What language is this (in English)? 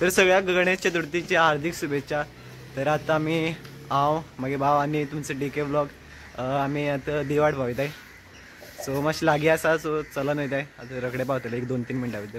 Konkani